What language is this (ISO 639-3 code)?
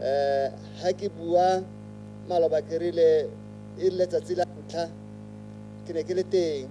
tsn